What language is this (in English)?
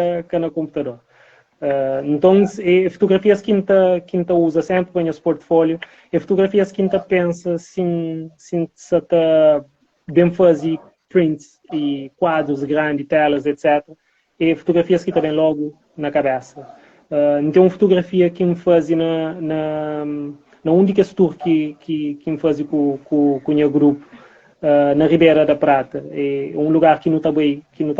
Kabuverdianu